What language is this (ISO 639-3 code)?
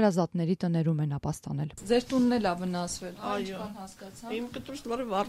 hye